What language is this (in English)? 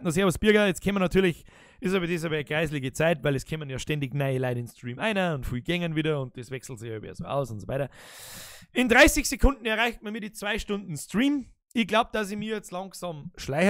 Bavarian